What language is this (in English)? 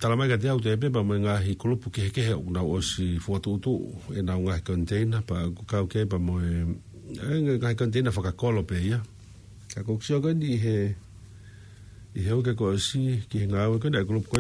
Tongan